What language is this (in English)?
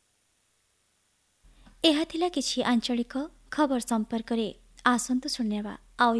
Odia